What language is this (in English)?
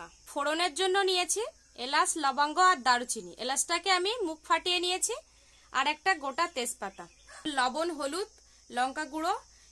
Bangla